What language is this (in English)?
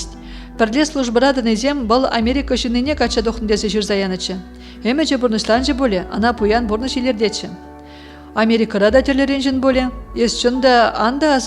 Chuvash